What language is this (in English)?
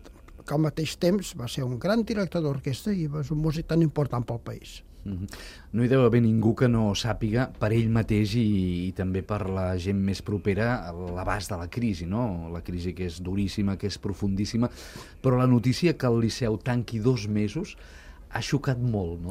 Catalan